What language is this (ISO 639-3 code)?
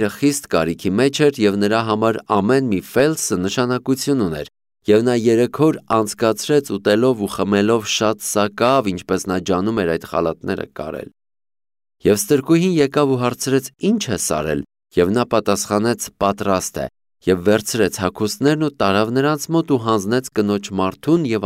hye